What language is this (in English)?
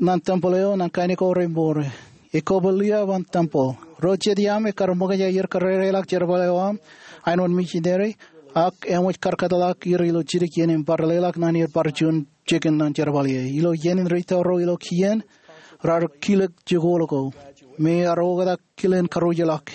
Marshallese